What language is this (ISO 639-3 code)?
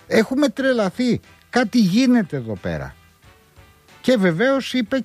ell